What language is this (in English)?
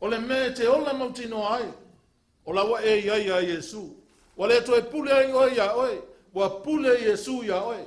Samoan